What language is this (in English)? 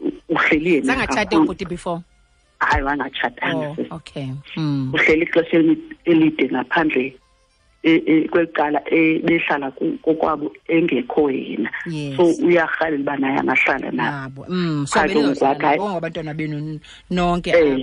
Xhosa